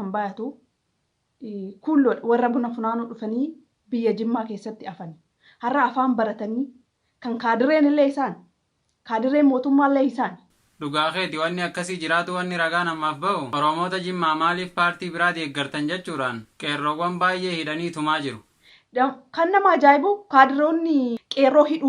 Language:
Oromo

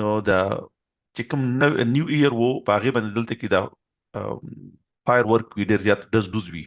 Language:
Pashto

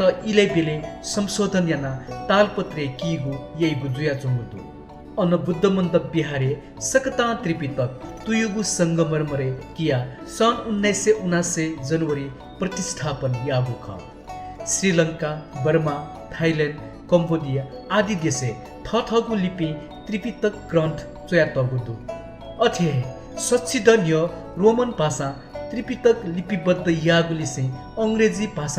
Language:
Newari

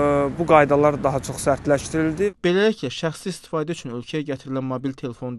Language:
Azerbaijani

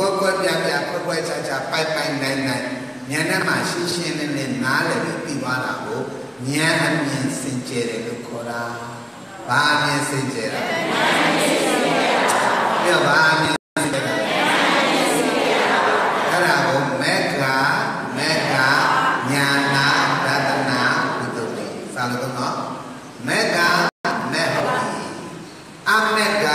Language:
Burmese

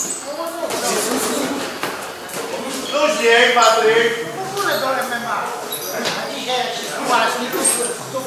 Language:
Polish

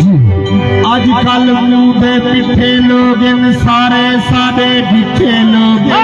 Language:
Saraiki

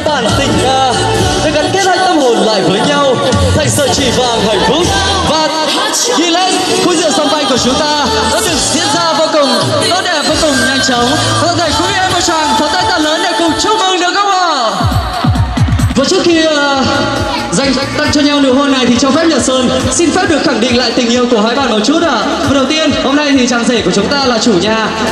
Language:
Vietnamese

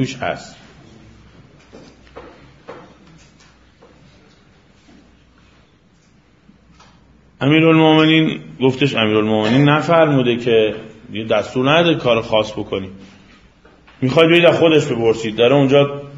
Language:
Persian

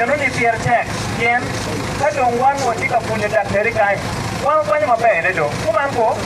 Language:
Acoli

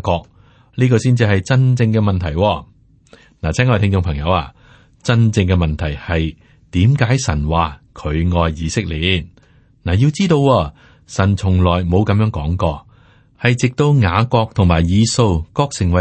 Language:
Cantonese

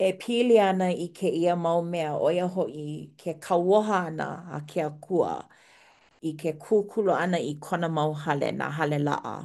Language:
Hawaiian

